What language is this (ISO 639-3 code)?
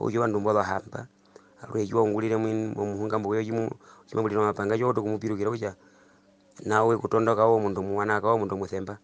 her